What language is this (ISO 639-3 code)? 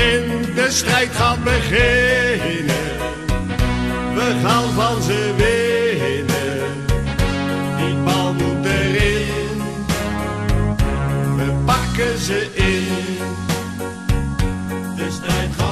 nld